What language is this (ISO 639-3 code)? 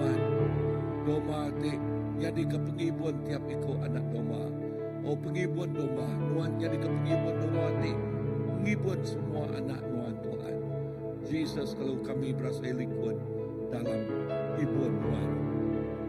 iba